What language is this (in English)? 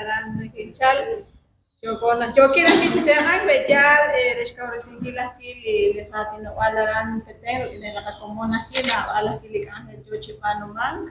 Kekchí